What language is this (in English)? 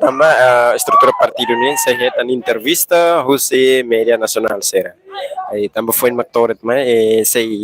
Tetum